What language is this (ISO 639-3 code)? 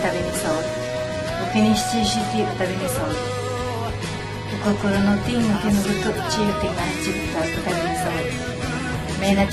jpn